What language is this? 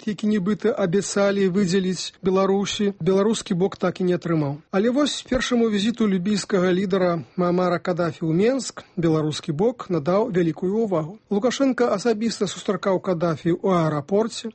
Belarusian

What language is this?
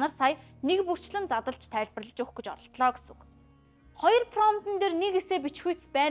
Mongolian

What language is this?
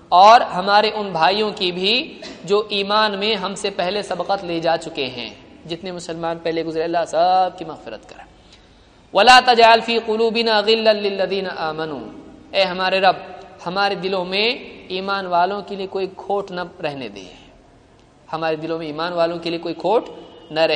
Urdu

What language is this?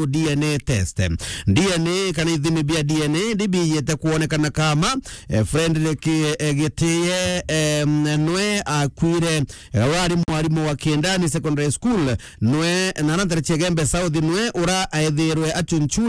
Meru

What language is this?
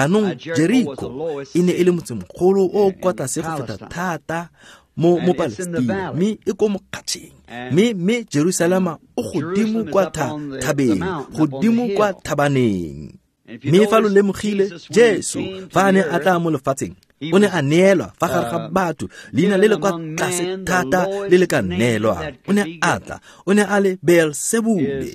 Tswana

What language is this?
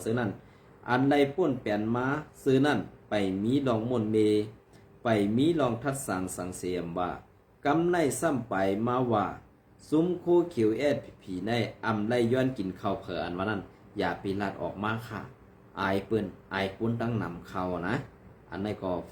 Shan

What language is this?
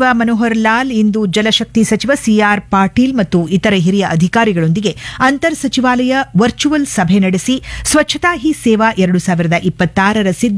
Kannada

